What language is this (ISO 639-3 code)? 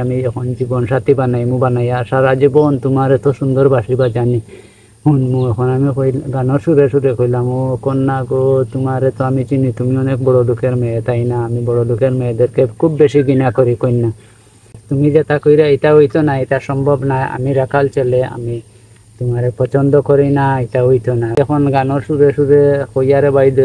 syl